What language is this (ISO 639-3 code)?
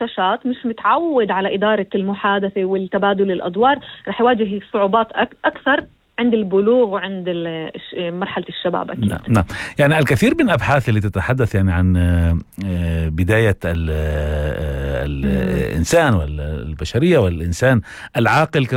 apc